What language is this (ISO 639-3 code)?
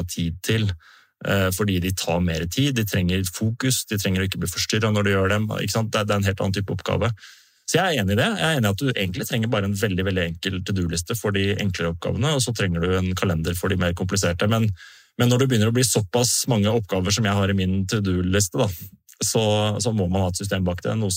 nor